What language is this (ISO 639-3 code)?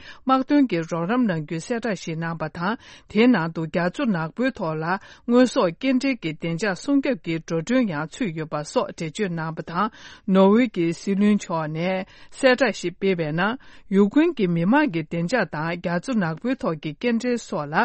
bod